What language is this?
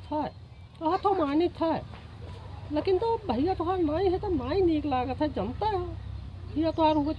Awadhi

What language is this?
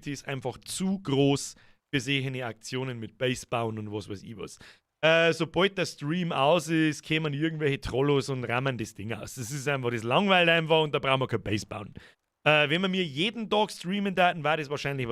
Bavarian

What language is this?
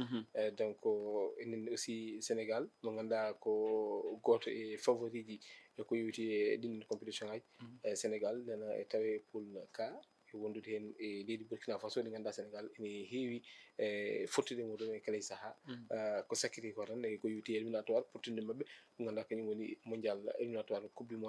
Fula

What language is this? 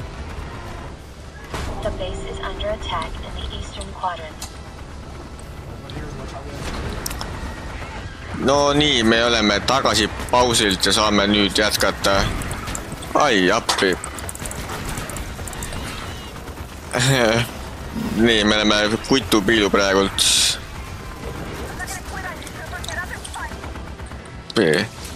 Estonian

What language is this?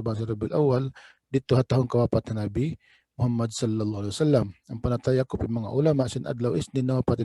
Tausug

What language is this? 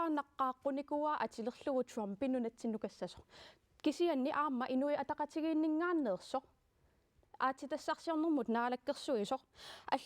Kalaallisut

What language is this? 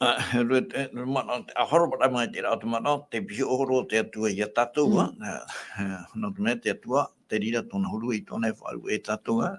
Tahitian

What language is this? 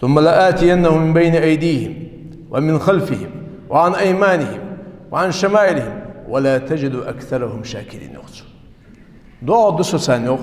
Ingush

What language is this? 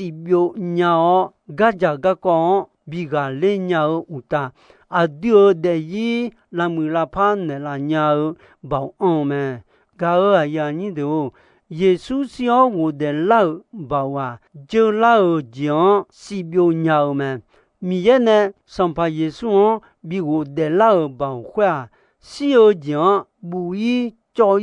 Akha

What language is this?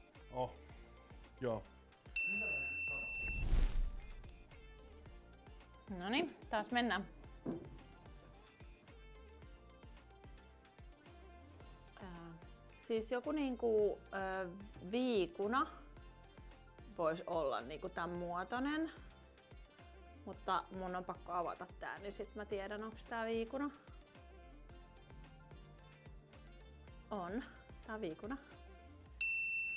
Finnish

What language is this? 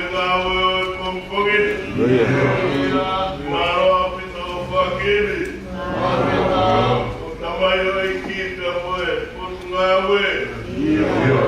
Tongan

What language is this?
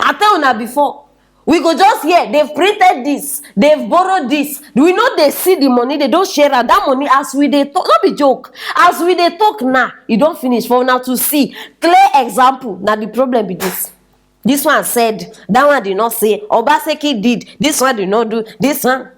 Nigerian Pidgin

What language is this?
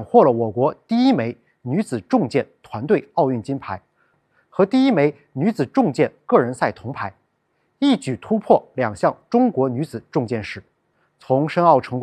Chinese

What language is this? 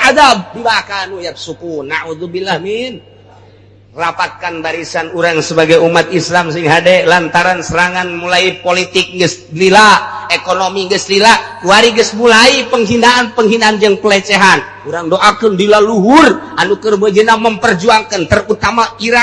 Sundanese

